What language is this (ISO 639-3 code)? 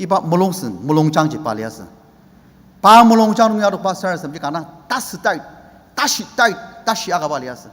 njo